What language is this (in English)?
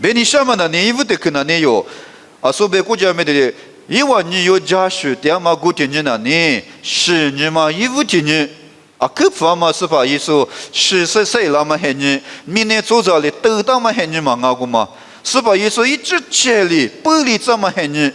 Lisu